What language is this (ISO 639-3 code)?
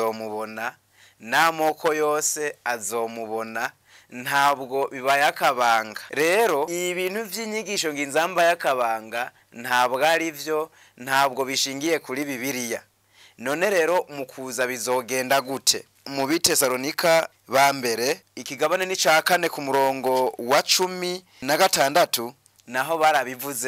run